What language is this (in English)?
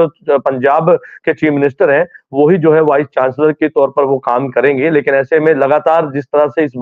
Hindi